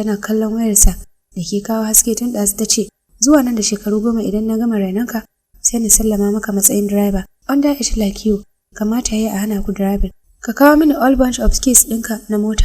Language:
Hausa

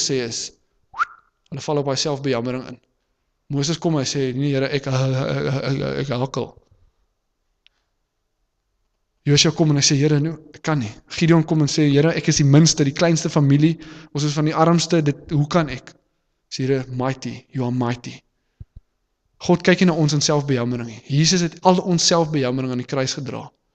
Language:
Afrikaans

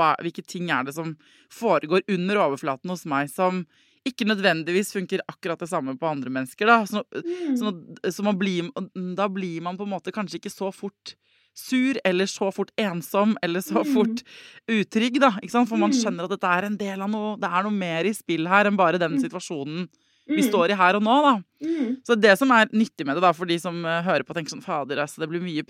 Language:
Norwegian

